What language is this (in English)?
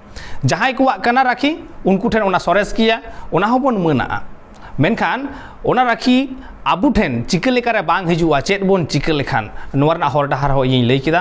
Santali